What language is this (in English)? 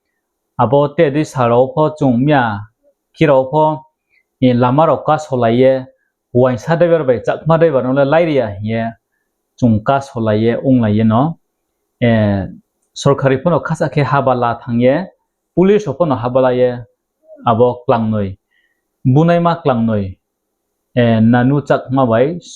Riang (India)